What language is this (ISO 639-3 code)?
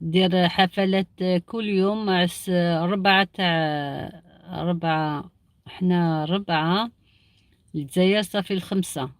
arq